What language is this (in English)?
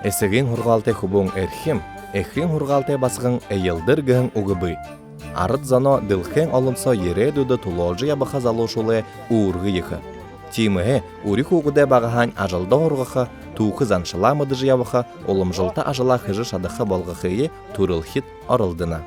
Buriat